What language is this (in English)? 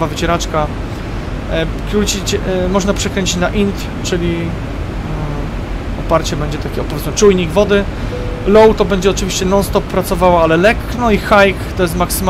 Polish